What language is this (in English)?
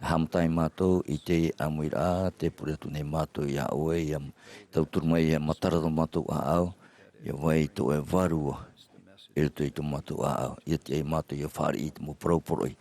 Tahitian